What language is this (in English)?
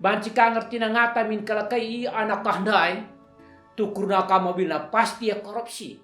Batak Karo